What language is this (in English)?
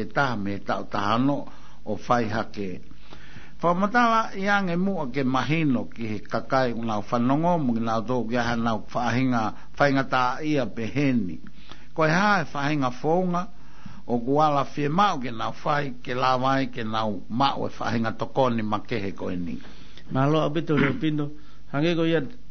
Tongan